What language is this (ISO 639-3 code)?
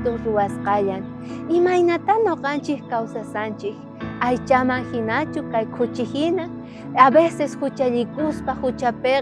quh